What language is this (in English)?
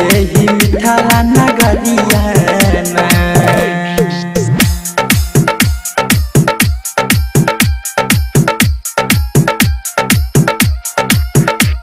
Maithili